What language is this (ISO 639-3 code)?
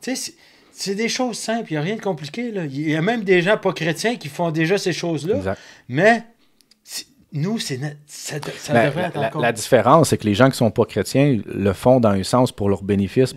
fra